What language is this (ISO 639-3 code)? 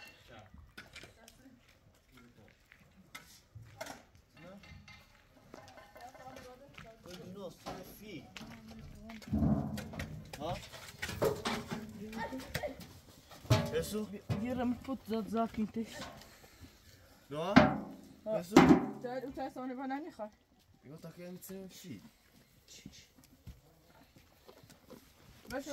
fas